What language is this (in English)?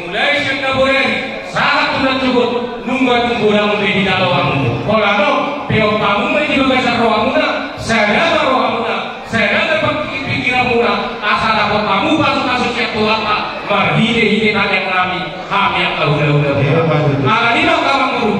Batak Toba